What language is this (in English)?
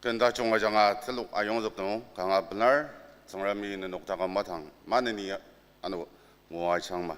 Ao Naga